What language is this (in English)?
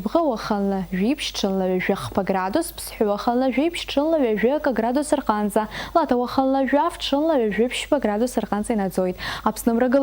Abkhazian